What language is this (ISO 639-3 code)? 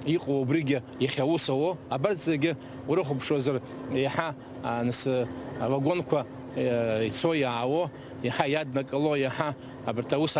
abk